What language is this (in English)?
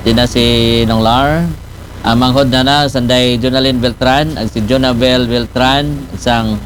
Aklanon